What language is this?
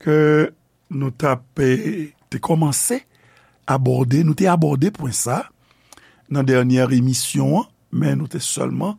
Haitian Creole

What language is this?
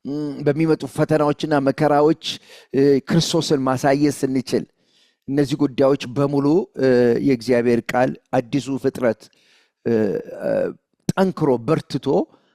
Amharic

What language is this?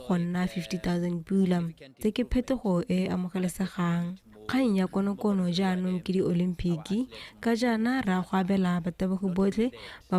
Tswana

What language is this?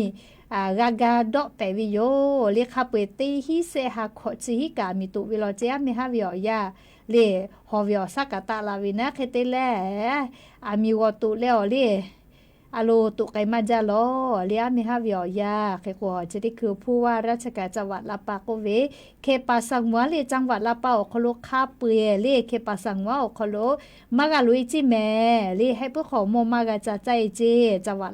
Lahu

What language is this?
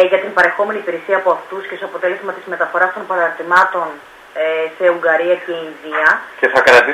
Greek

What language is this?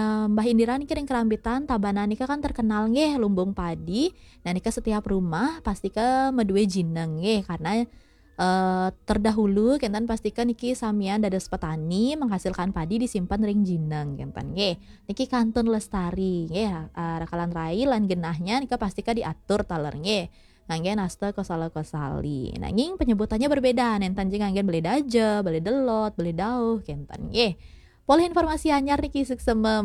Balinese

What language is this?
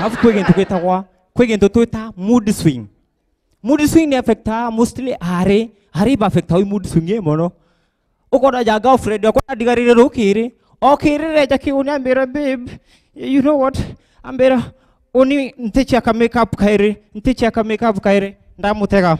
Meru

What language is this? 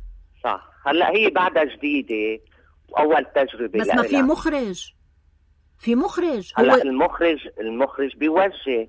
North Levantine Arabic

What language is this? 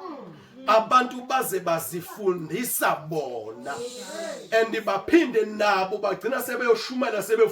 Zulu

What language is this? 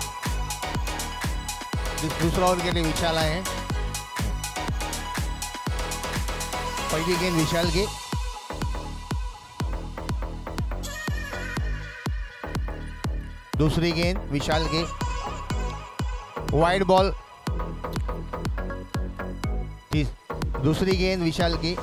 Hindi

